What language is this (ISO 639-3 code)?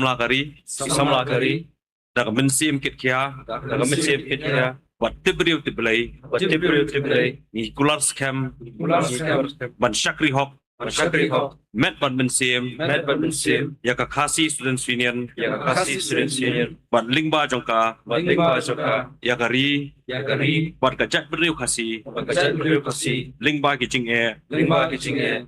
kha